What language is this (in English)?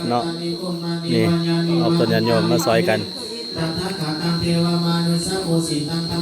Pali